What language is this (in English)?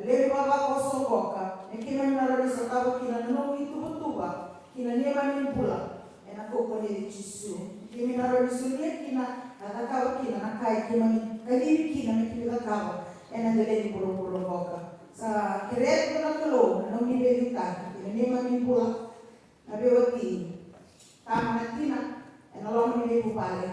Fijian